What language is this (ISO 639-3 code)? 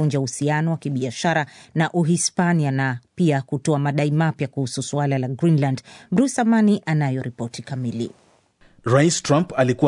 swa